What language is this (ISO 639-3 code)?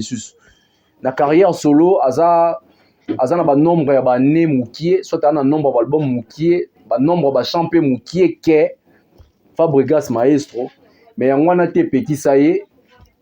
lin